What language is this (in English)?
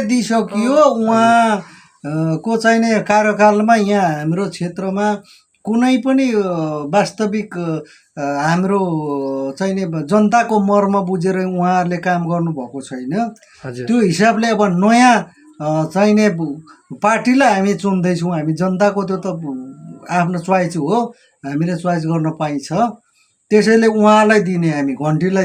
Nepali